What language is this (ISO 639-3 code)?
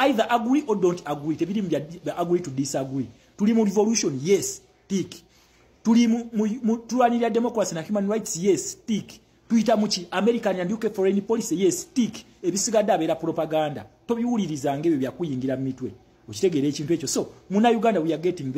lug